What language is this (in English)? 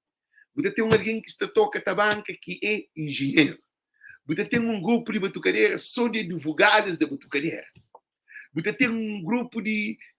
Kabuverdianu